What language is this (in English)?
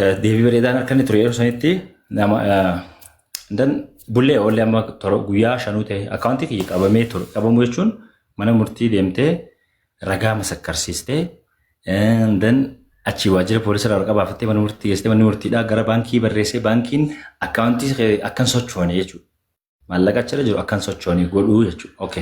Oromo